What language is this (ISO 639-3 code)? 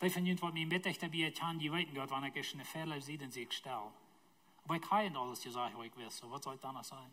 pdt